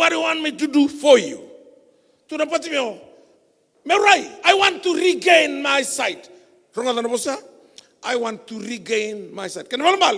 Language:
Fijian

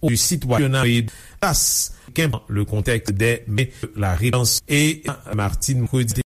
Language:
Haitian Creole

